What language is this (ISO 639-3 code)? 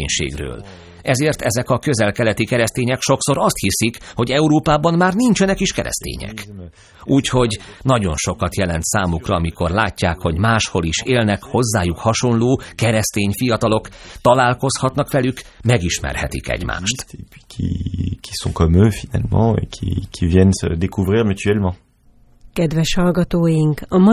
hun